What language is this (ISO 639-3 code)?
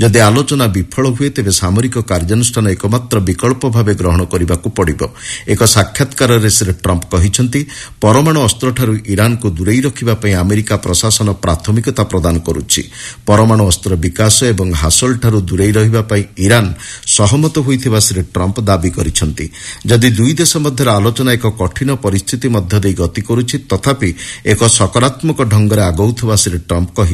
ori